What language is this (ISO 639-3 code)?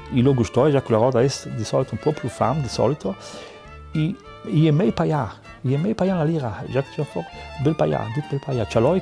lld